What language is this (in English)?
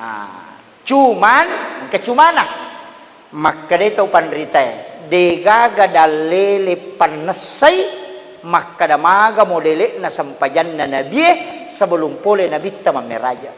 Buginese